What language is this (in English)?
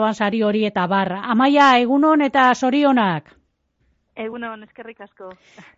Basque